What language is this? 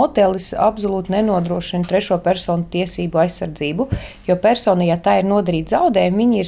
Latvian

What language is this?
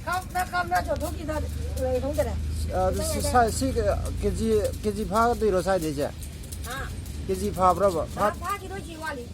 Manipuri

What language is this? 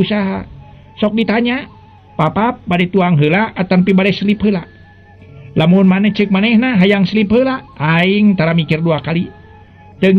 Sundanese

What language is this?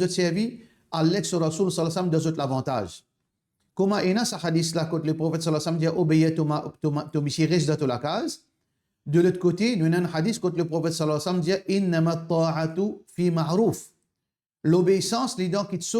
Morisyen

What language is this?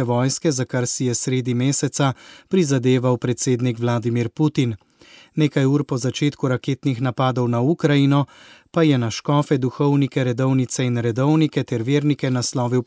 Slovenian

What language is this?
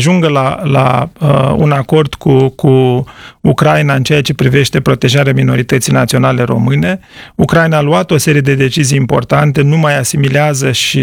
Romanian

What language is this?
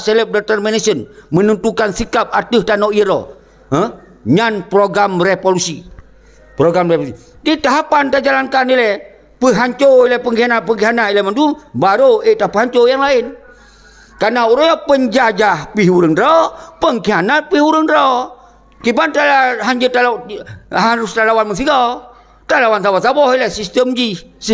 Achinese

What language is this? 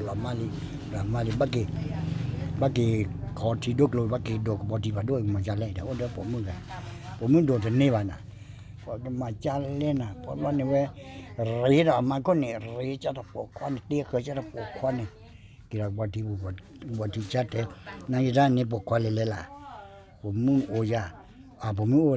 S'gaw Karen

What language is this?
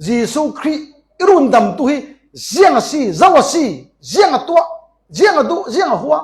Falam Chin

